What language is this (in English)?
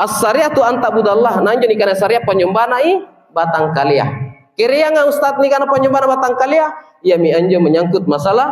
Makasar